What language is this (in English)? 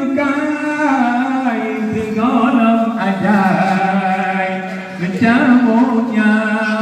Achinese